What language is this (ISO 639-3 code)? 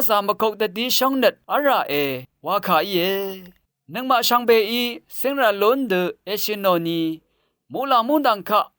raw